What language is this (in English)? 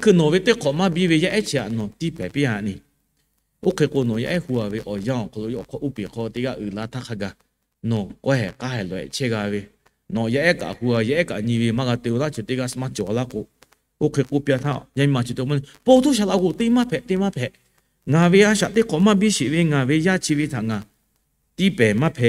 Lahu